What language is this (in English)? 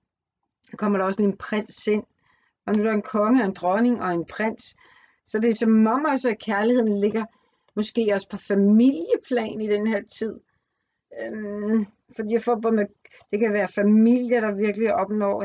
Danish